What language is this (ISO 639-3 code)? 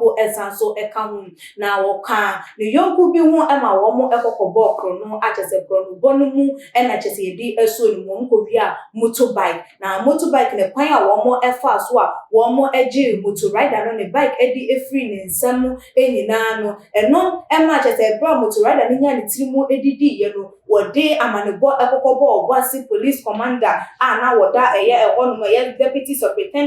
aka